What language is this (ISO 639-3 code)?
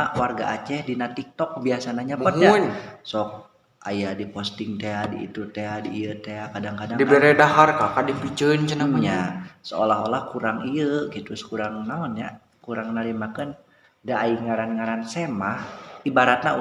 sun